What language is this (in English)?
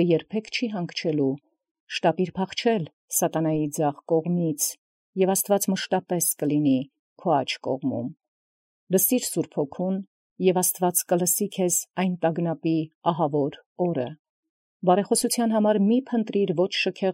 Armenian